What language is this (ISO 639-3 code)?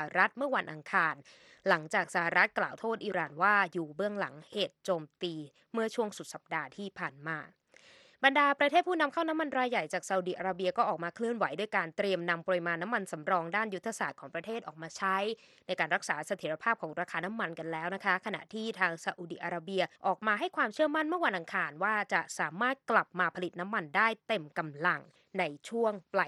tha